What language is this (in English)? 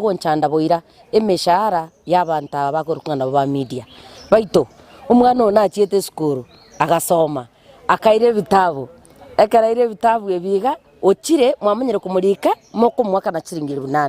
Gusii